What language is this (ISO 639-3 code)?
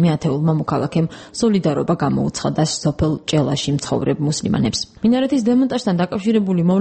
kat